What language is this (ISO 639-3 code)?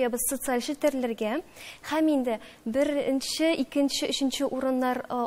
tat